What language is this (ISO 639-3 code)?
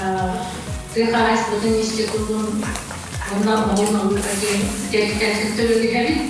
sah